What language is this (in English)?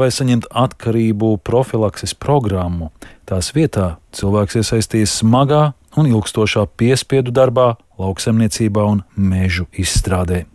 Latvian